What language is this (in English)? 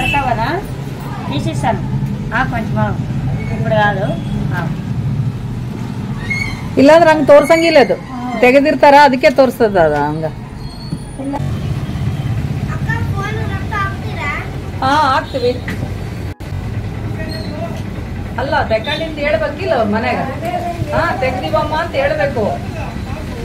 Kannada